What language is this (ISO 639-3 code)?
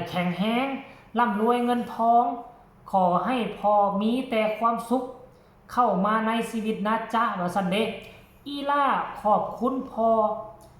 tts